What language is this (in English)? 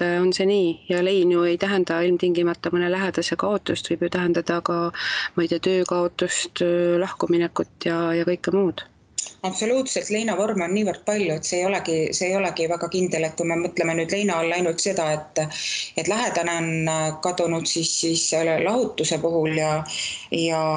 Estonian